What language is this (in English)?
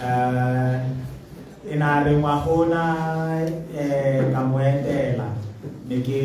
Tswana